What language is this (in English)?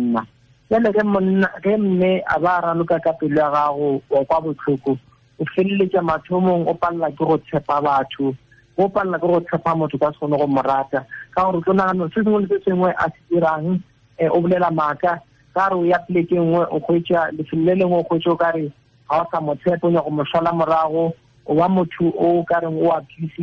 Tswana